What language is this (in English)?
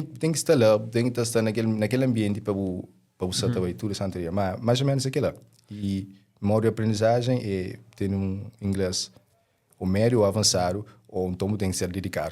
Kabuverdianu